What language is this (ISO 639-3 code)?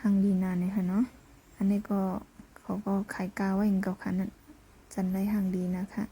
shn